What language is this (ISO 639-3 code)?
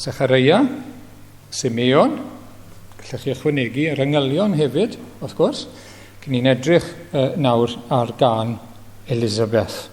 cym